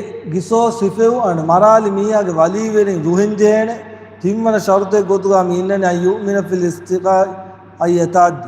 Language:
Divehi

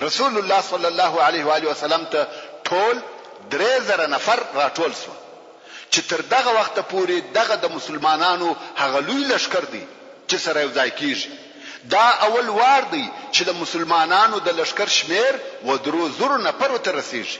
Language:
Pashto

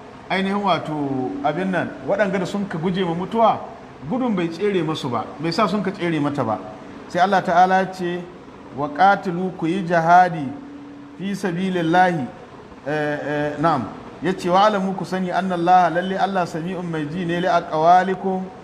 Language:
Hausa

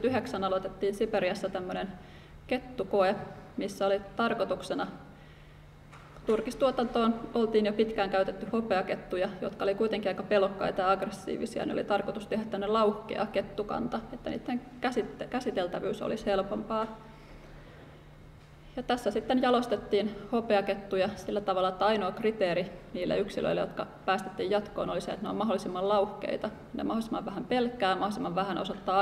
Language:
Finnish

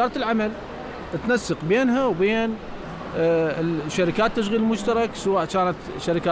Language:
Mesopotamian Arabic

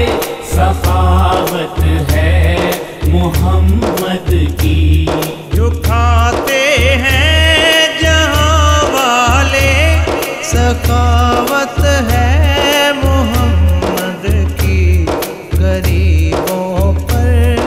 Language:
Urdu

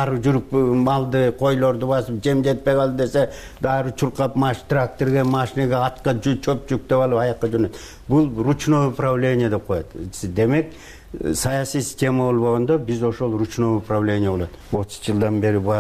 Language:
Kyrgyz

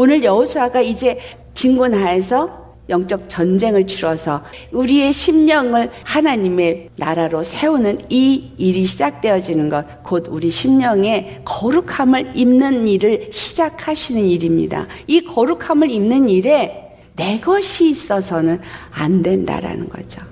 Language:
Korean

